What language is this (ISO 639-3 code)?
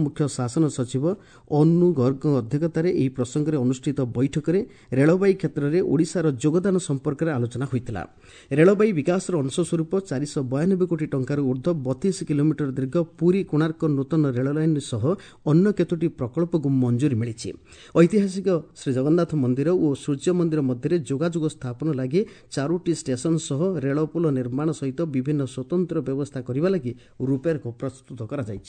ori